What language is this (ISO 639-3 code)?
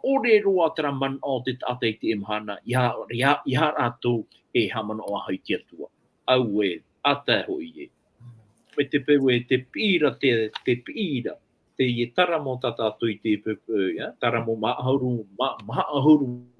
tah